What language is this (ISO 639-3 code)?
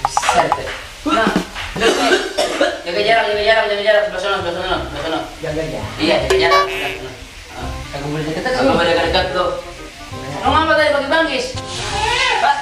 bew